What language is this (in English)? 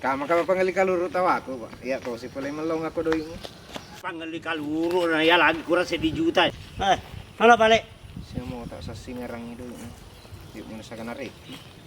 Buginese